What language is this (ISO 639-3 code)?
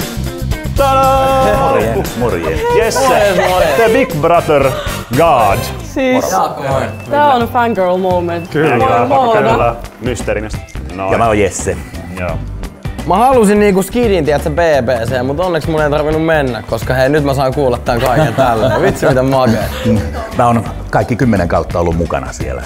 fin